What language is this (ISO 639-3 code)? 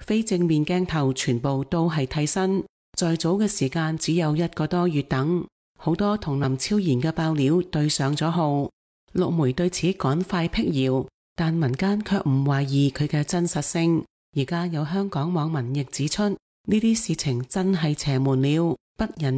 yue